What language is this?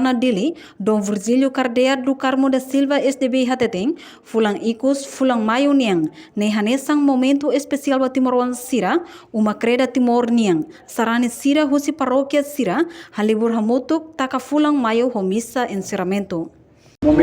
Tetum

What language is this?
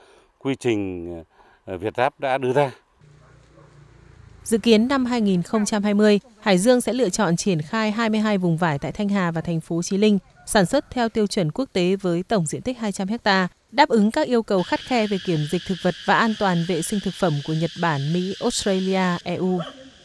Vietnamese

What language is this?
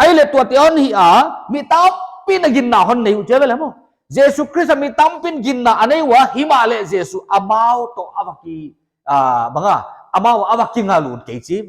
Paite Chin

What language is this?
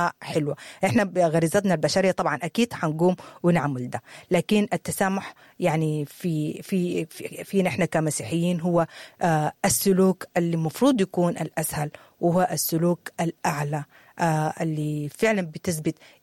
Sudanese Arabic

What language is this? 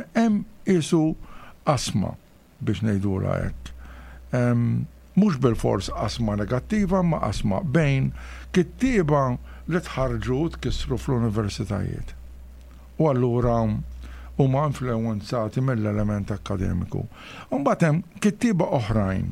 Maltese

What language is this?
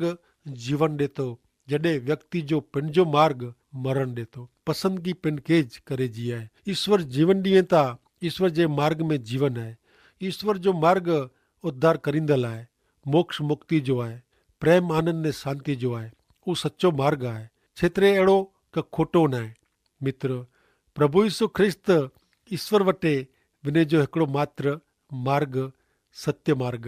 Kachhi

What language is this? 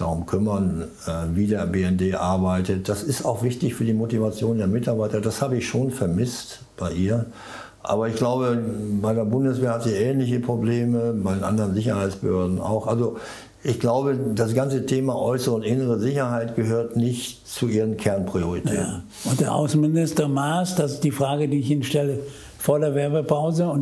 German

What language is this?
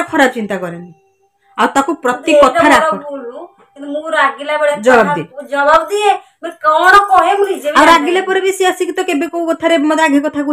Odia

